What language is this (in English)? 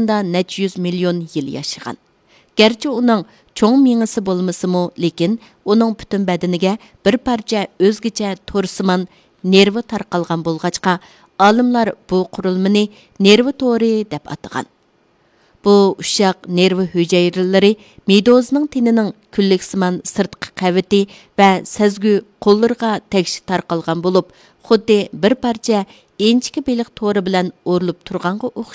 Uyghur